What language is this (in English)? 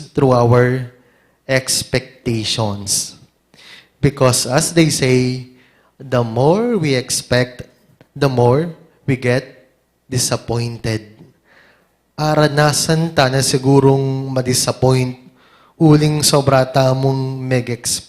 Pampanga